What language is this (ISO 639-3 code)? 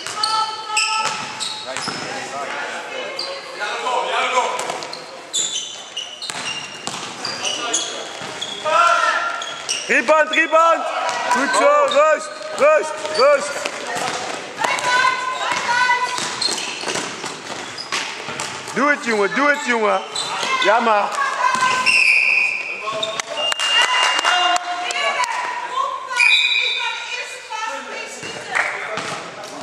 nld